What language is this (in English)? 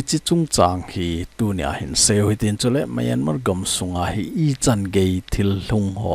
Thado Chin